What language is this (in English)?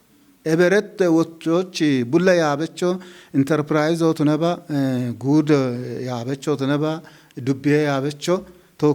Kafa